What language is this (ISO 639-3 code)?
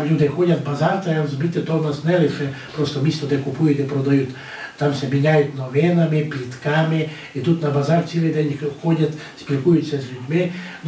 rue